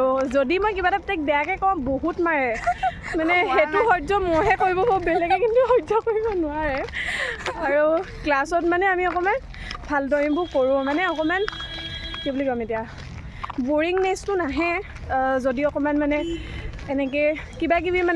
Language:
Assamese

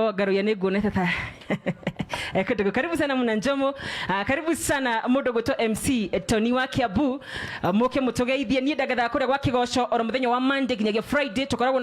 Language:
Kikuyu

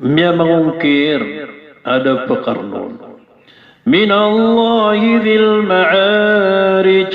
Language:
Maranao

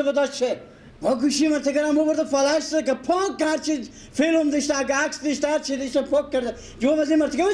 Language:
Persian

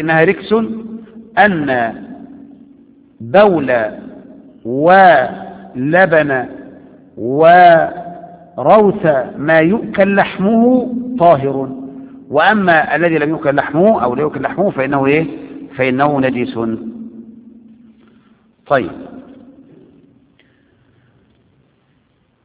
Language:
Arabic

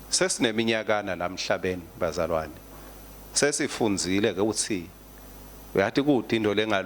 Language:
Swati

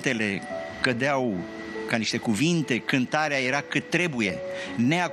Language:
Romanian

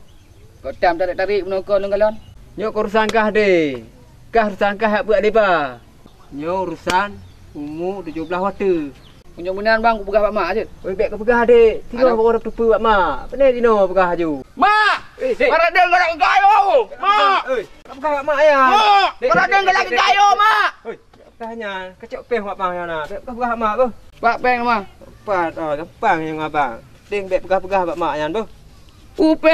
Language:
Achinese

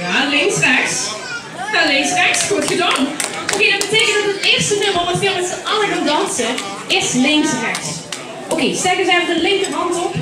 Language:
Limburgish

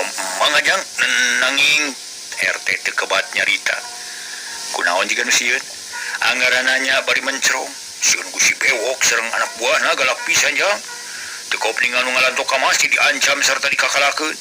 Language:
Sundanese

